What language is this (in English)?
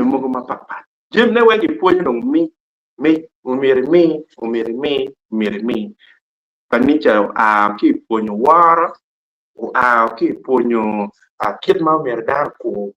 Acoli